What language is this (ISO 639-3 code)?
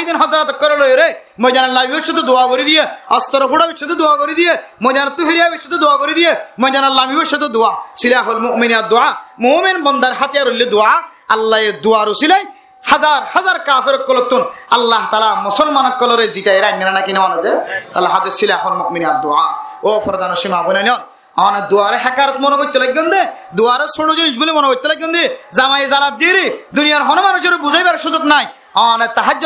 rhg